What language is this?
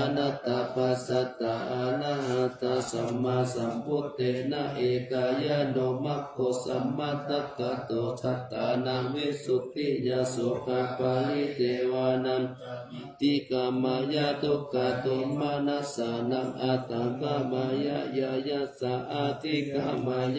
Pali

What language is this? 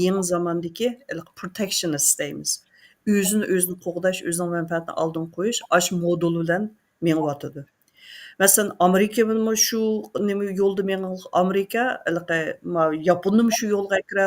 Uyghur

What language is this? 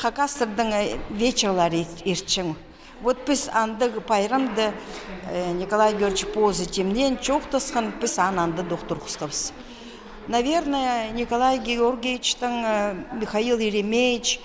Khakas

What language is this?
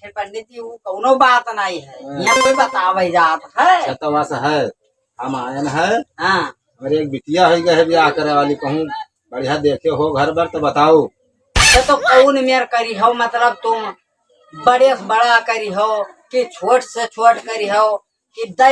Awadhi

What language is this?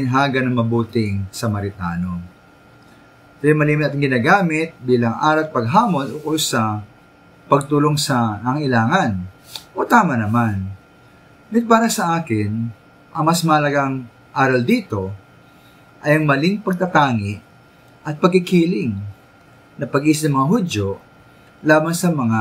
Filipino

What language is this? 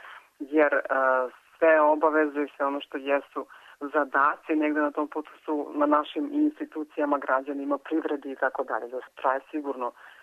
Serbian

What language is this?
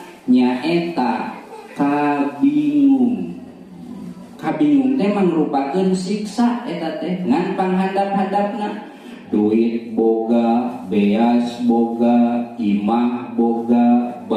Sundanese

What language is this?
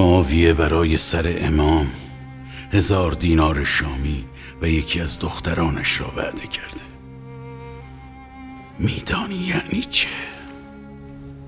Persian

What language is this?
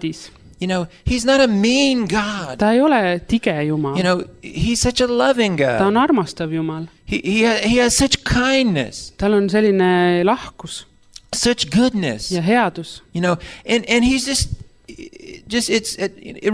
Estonian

